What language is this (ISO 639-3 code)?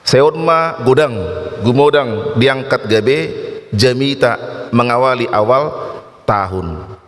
bbc